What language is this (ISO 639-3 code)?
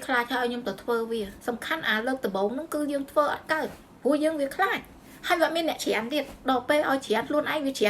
khm